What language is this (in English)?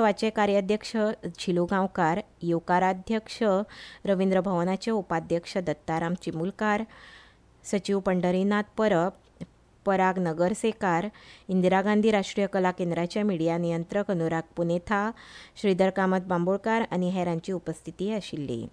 Konkani